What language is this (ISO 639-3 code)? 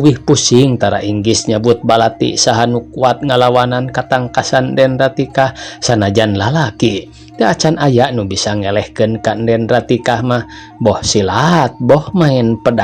sun